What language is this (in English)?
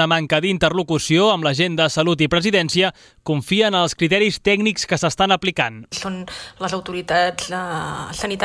Catalan